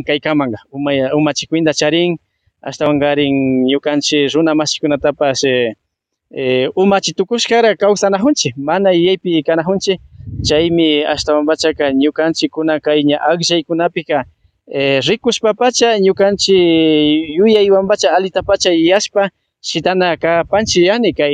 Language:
Imbabura Highland Quichua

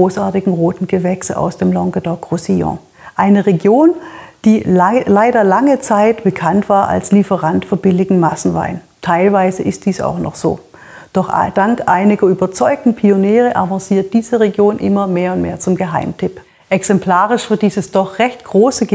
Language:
German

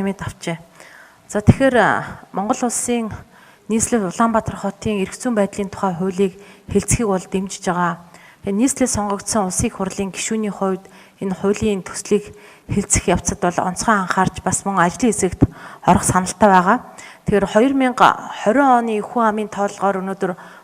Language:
Mongolian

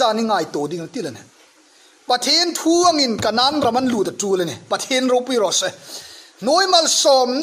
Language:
Hmar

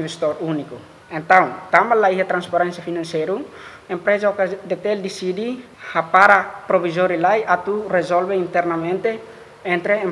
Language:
Tetum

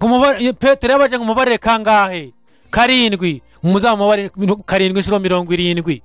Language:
Kinyarwanda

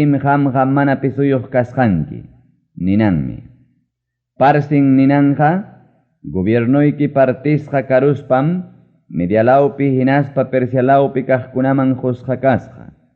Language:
Ayacucho Quechua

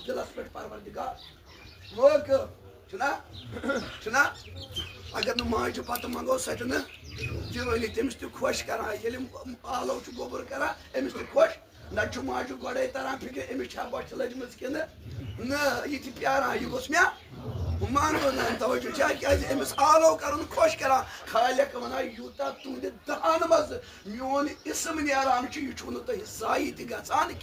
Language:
Kashmiri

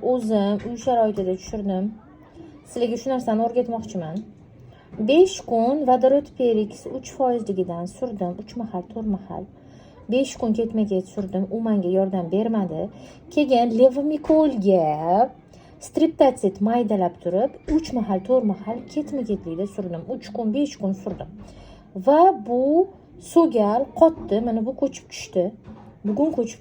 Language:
Uzbek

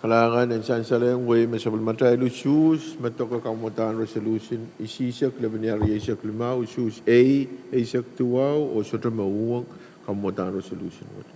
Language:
Pohnpeian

